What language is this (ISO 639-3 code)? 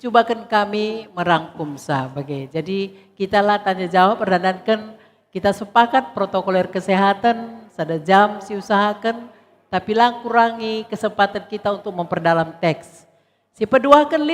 btx